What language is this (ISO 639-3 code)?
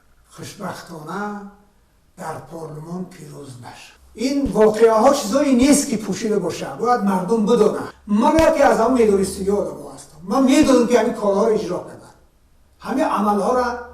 tgk